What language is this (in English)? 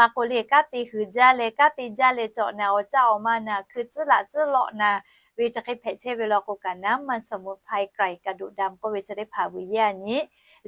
Lahu